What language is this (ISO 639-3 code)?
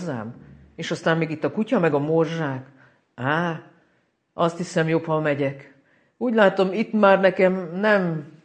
hun